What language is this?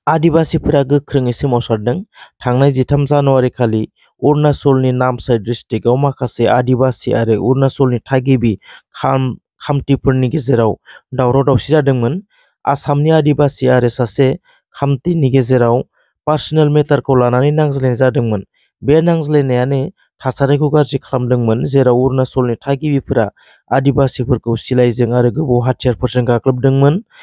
Bodo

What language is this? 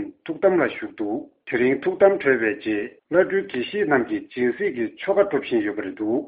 Tibetan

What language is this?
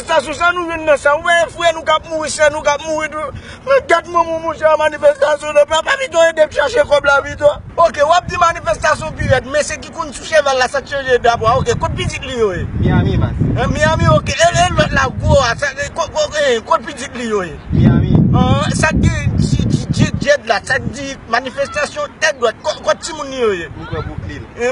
Haitian Creole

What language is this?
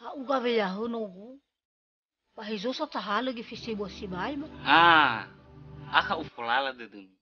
Nias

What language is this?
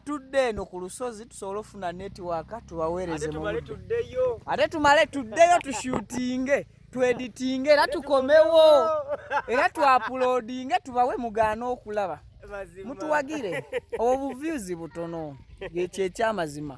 Ganda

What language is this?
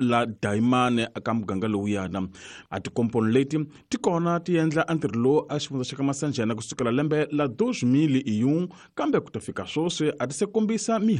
Tsonga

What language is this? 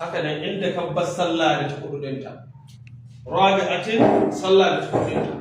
Hausa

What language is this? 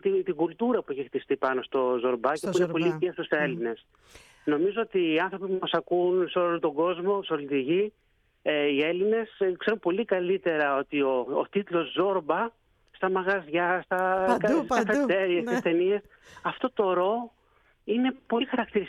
Greek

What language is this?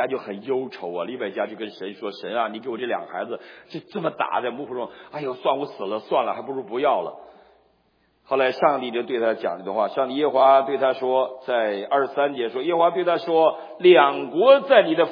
Chinese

